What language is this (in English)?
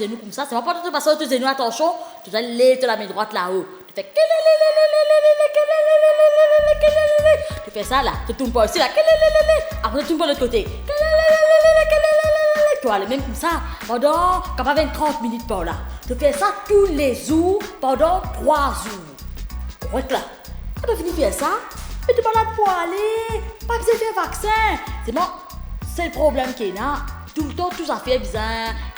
Morisyen